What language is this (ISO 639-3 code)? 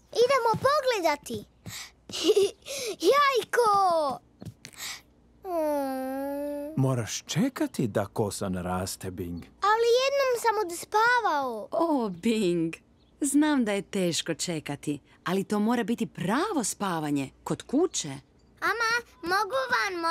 hrv